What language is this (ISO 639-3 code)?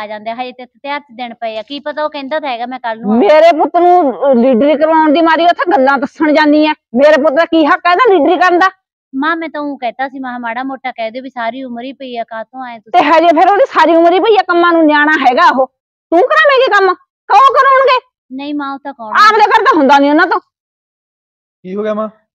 pan